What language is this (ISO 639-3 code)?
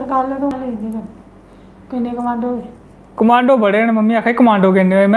doi